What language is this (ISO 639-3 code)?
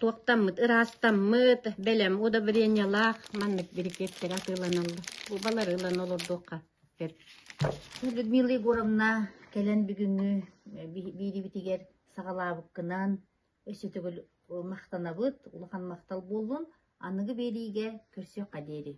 sah